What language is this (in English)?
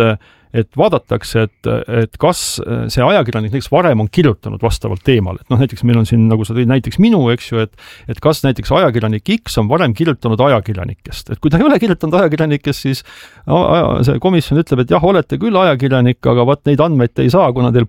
Estonian